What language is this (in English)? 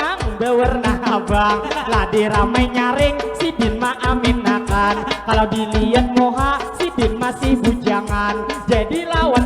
Banjar